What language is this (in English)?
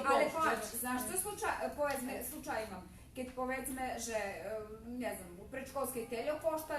Rusyn